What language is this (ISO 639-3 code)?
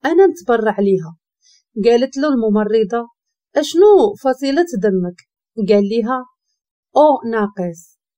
ary